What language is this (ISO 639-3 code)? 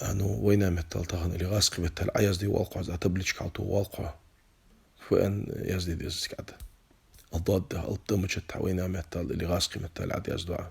inh